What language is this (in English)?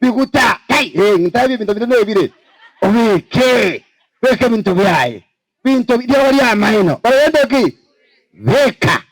Gusii